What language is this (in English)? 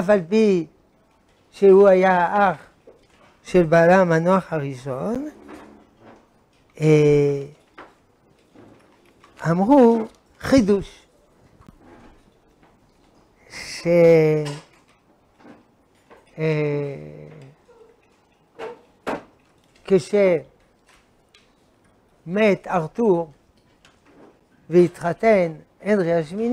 Hebrew